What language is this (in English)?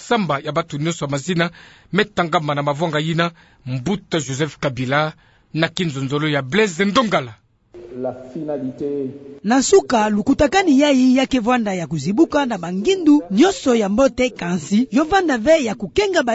Kituba (Democratic Republic of Congo)